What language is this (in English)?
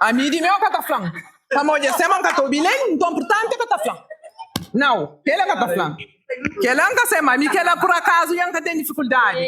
Kabuverdianu